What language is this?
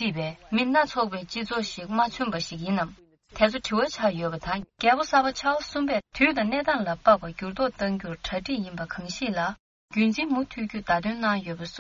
Tibetan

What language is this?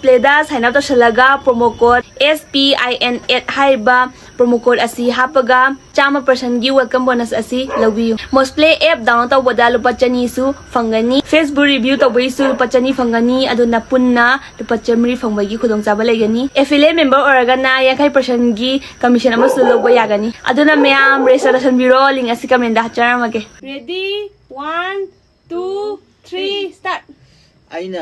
Manipuri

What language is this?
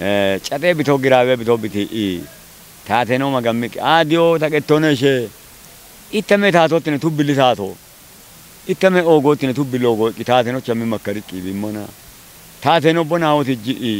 Kafa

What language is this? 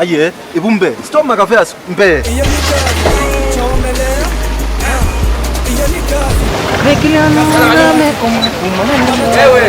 Kamba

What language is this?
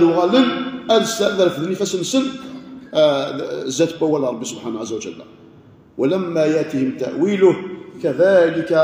Kabyle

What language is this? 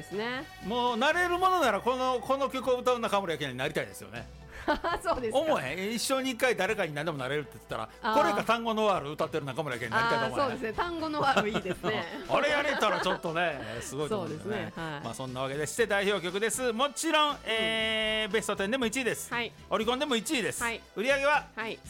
Japanese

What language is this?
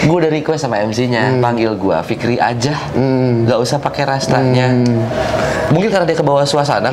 Indonesian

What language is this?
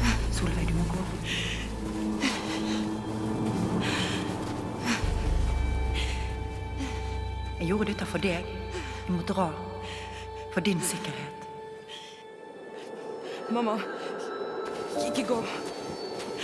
Norwegian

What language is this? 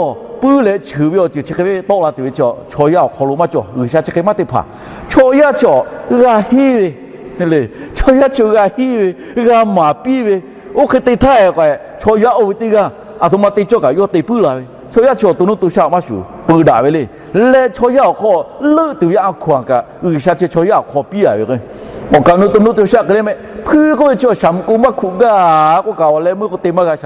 Lahu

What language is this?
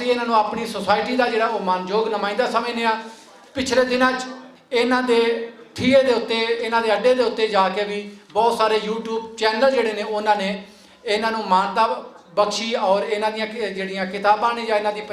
Western Panjabi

